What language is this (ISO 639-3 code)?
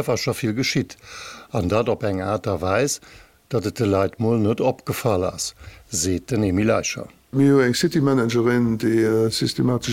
ltz